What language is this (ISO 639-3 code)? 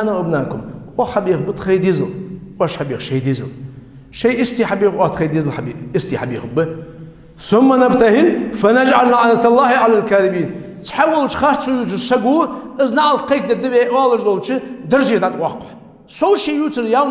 inh